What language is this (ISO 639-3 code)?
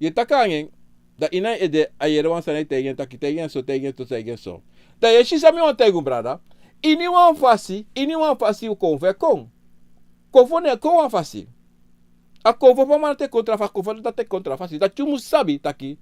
srn